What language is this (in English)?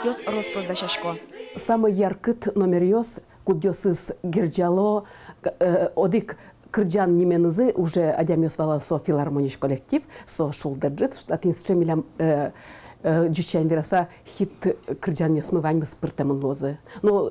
Udmurt